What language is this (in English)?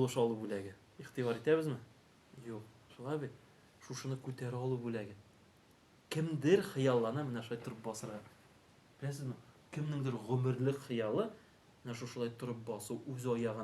Tatar